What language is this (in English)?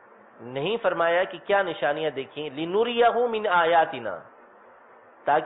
Urdu